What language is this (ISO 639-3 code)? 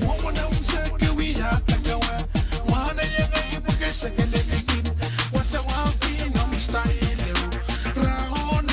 pon